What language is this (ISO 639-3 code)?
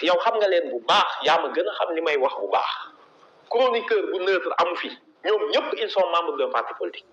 wol